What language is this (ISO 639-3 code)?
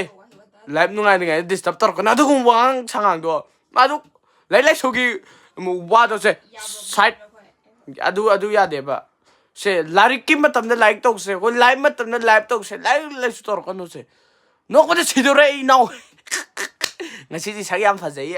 mni